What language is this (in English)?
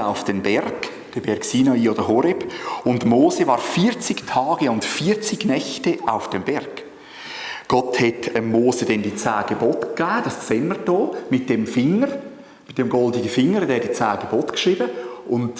Swiss German